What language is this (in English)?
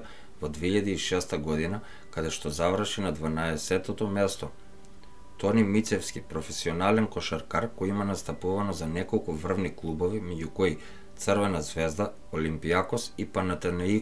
Macedonian